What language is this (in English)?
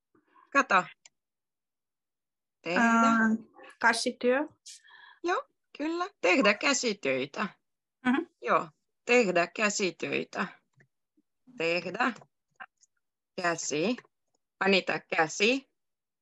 Finnish